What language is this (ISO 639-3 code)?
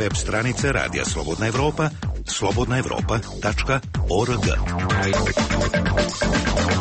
srp